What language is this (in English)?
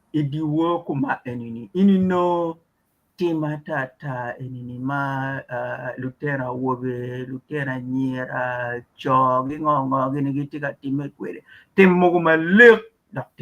Acoli